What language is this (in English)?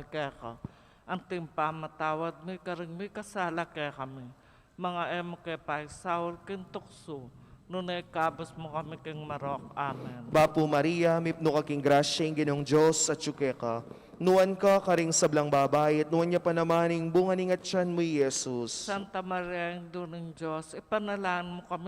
Pampanga